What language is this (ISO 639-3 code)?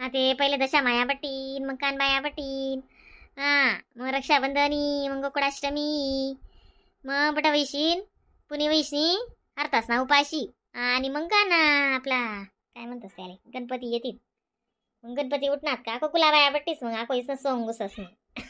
khn